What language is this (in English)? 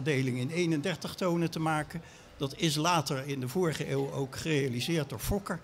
Dutch